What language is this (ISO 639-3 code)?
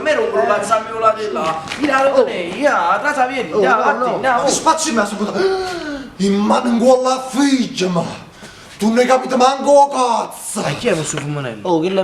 nap